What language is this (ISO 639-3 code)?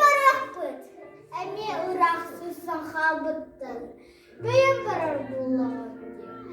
sah